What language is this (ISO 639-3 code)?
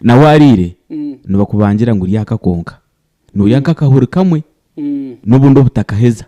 nyn